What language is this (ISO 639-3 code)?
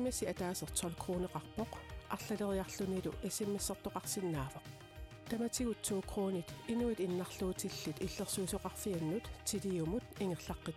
kal